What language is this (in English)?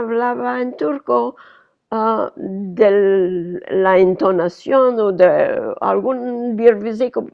Ladino